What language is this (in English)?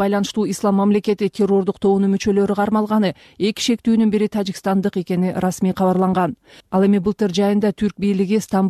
Kyrgyz